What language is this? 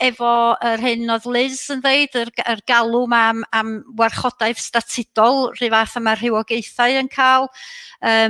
Welsh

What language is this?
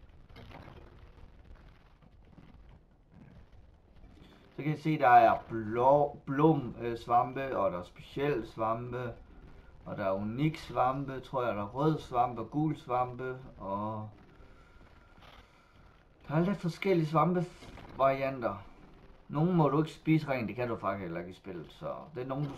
Danish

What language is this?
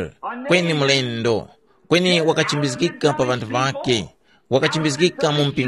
Tumbuka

